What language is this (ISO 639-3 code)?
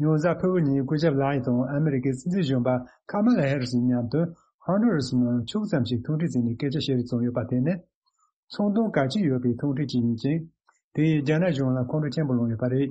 bod